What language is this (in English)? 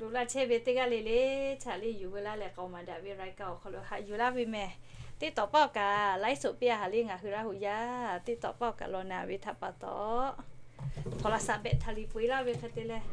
Lahu